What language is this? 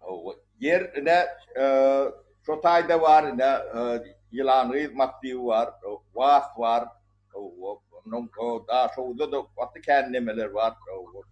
Turkmen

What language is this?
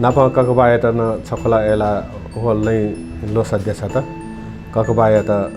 Newari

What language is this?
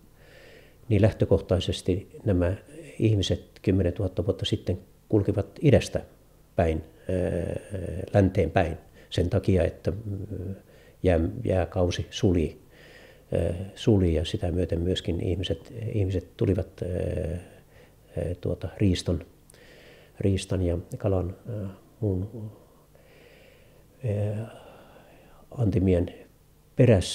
Finnish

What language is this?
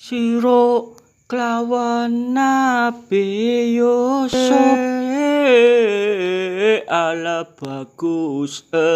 Javanese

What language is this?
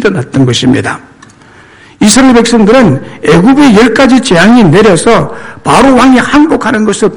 Korean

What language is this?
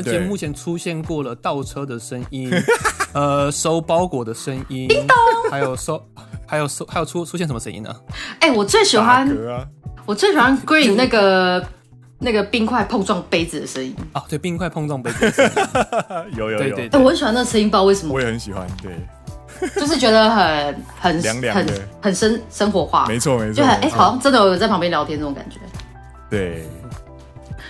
Chinese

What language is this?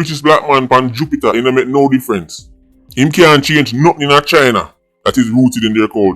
Jamaican Creole English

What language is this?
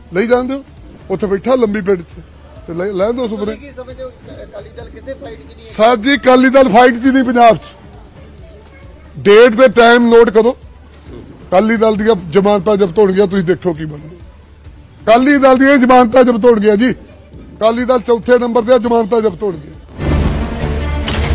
Punjabi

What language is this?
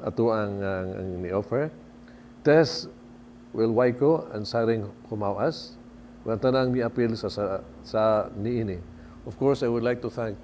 Cebuano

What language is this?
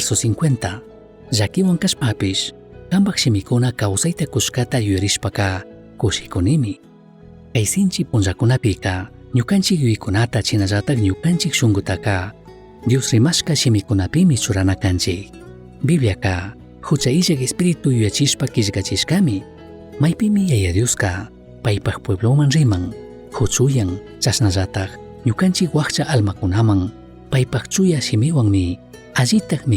Chimborazo Highland Quichua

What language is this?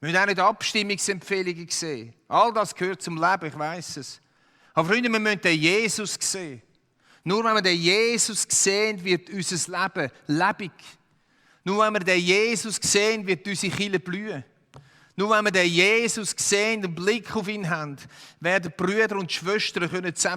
Swiss German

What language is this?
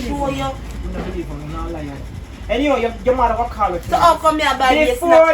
Jamaican Creole English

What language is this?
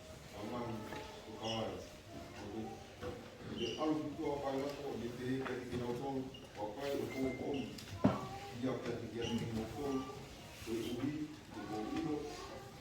Tongan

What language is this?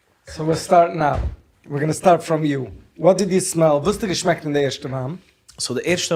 Yiddish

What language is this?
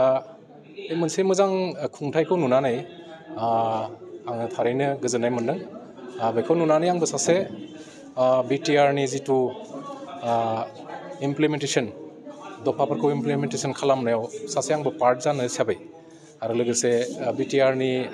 Bodo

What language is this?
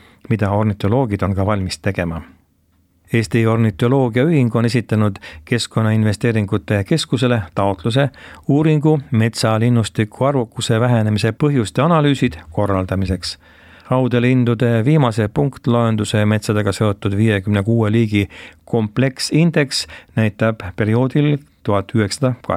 Estonian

